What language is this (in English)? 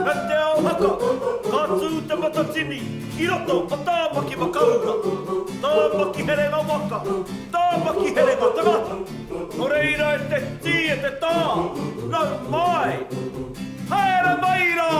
Māori